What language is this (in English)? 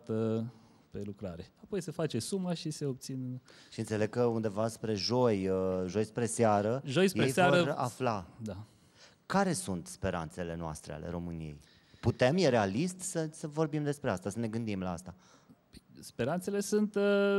Romanian